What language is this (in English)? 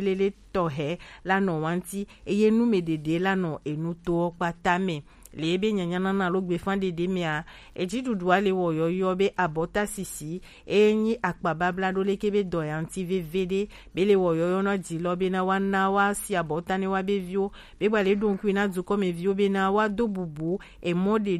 Gen